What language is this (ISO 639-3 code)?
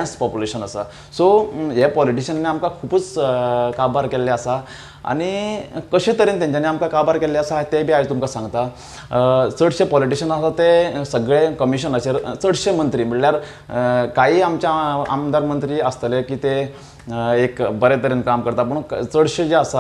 kok